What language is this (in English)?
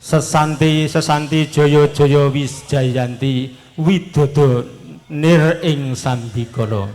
Javanese